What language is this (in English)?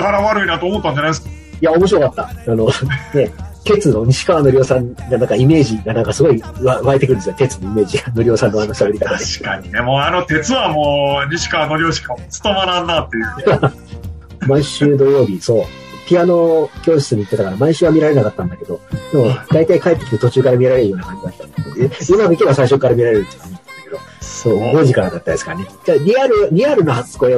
Japanese